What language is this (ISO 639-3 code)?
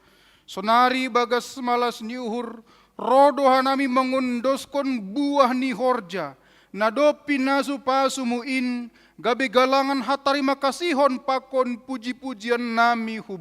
bts